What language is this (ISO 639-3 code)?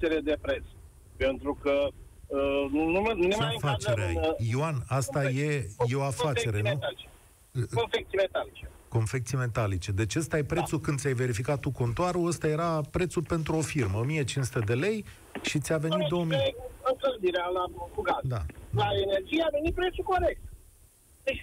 ron